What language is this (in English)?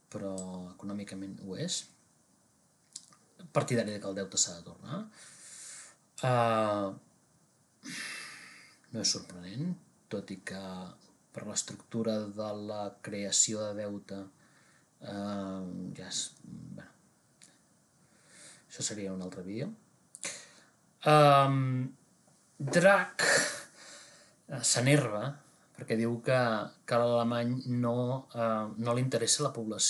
Catalan